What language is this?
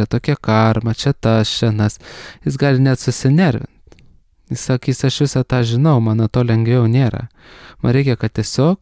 Lithuanian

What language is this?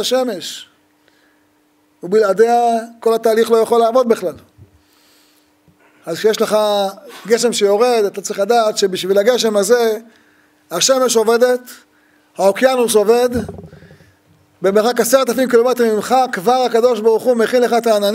Hebrew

